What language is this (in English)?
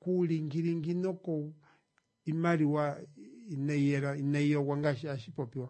Kuanyama